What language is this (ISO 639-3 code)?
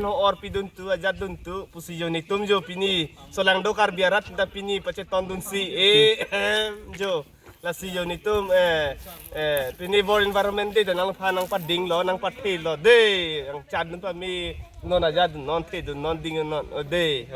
mjw